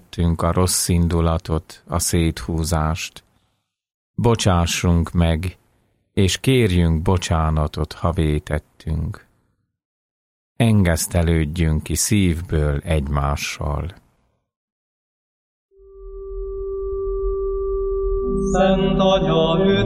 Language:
Hungarian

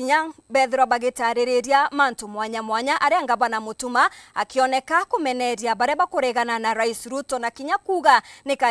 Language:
Meru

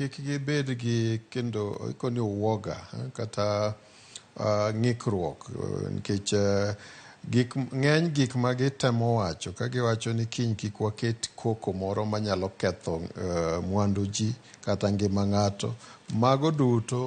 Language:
Luo (Kenya and Tanzania)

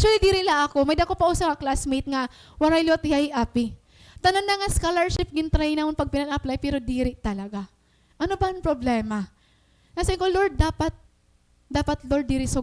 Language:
Waray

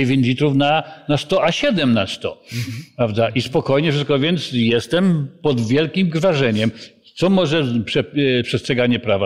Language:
Polish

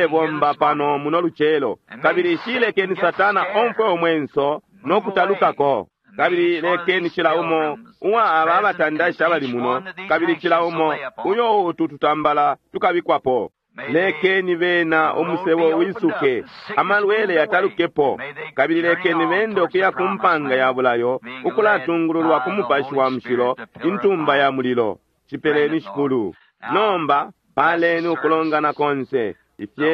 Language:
Bemba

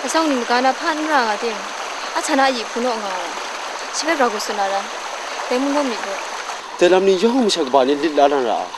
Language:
Kachin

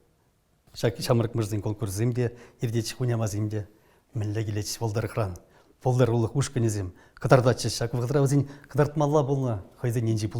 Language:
Chuvash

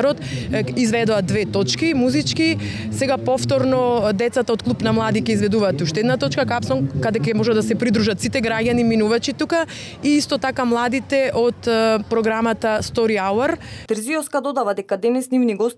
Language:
Macedonian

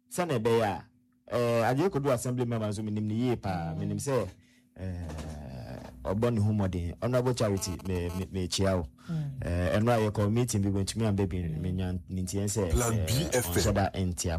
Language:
Akan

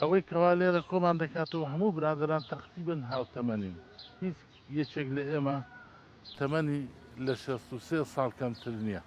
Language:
Central Kurdish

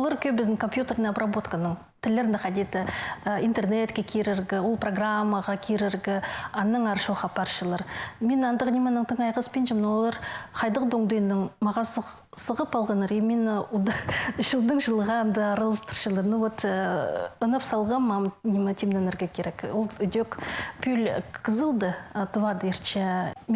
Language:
Khakas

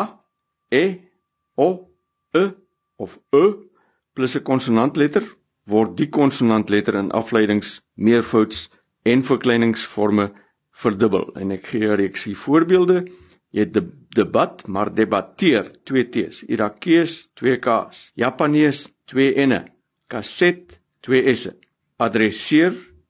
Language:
Afrikaans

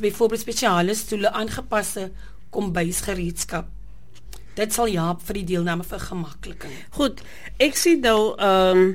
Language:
Afrikaans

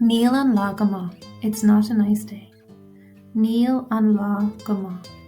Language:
Irish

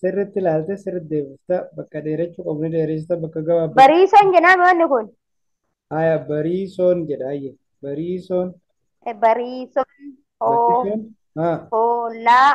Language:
Oromo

